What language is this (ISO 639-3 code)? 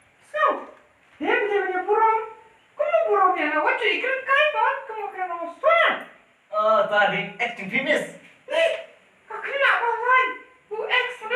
kha